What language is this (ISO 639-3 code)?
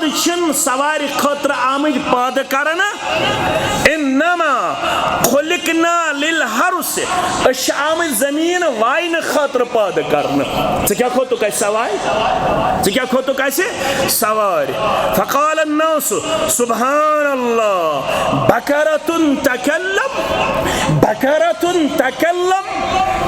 kas